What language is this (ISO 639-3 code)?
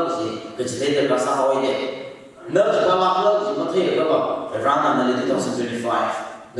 nmf